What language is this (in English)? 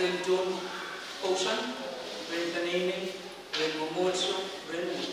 Pohnpeian